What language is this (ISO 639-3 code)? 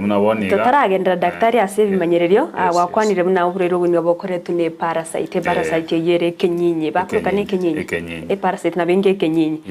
guz